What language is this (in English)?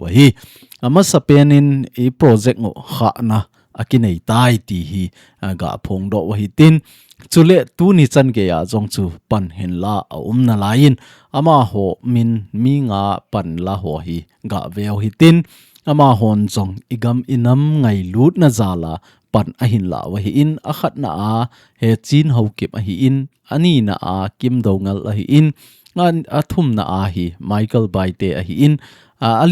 Thado Chin